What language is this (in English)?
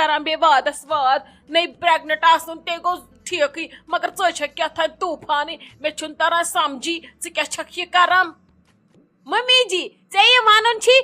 Kashmiri